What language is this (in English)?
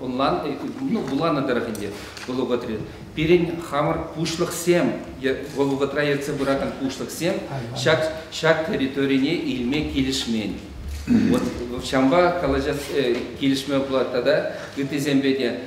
Chuvash